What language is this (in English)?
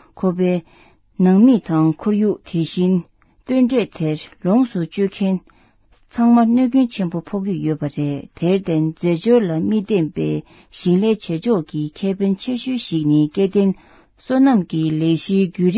Tibetan